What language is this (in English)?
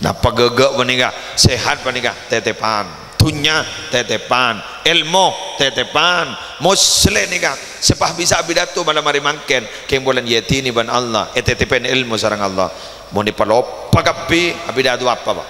Madurese